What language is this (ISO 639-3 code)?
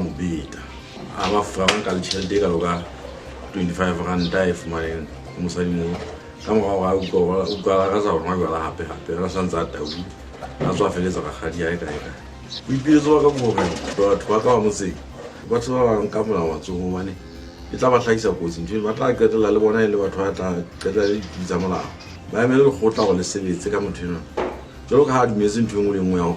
sot